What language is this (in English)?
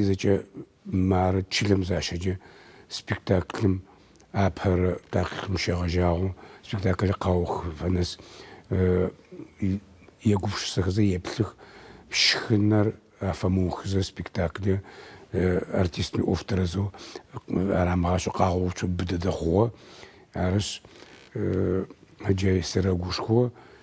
Adyghe